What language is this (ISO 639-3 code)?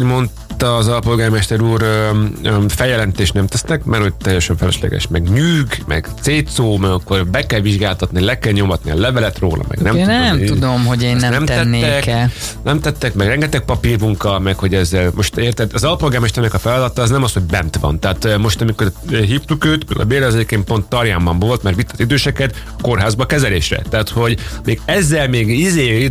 hun